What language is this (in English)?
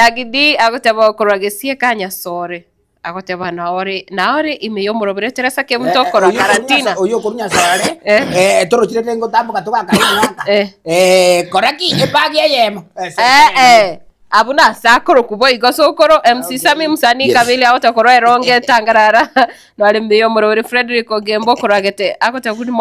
Gusii